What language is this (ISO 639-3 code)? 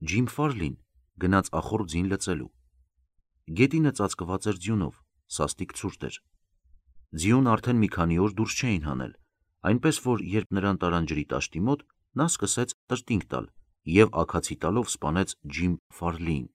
hye